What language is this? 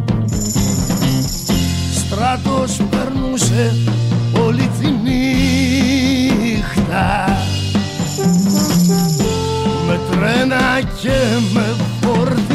Greek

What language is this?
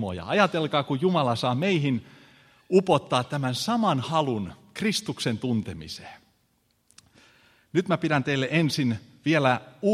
Finnish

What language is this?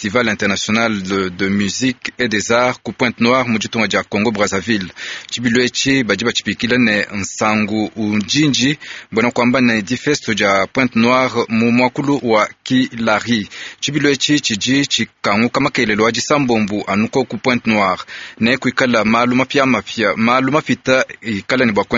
Luba-Lulua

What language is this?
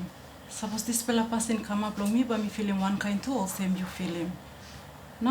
Tok Pisin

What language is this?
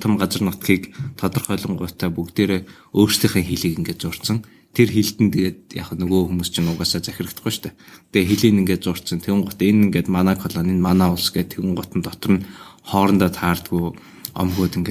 Mongolian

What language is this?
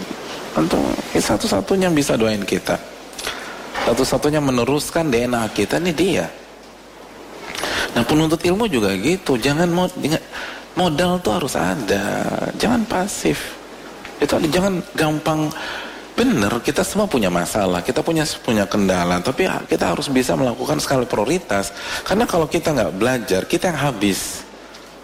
Indonesian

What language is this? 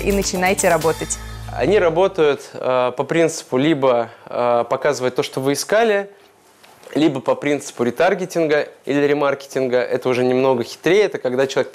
Russian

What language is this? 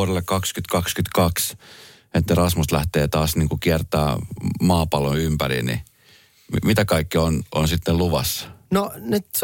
Finnish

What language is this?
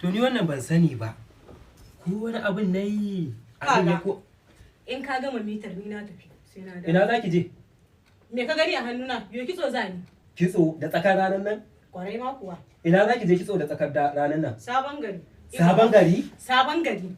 Hausa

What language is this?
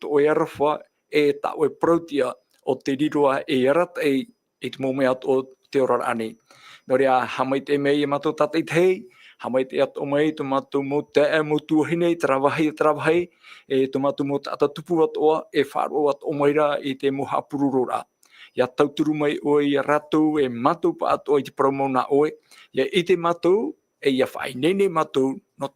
Tahitian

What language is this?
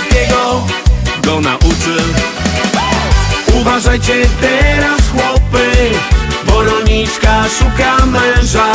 Polish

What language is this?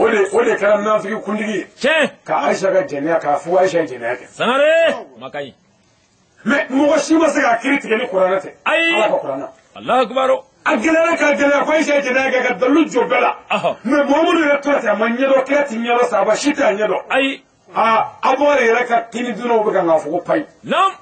Bambara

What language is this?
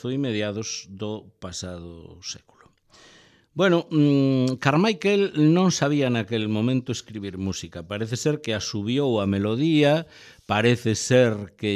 Galician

